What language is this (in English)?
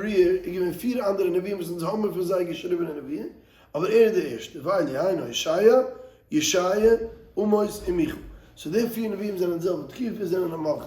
Yiddish